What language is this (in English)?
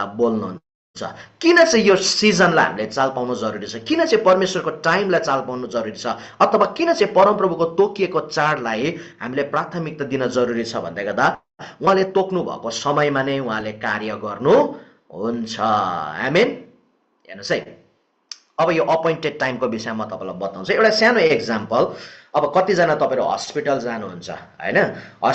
Nepali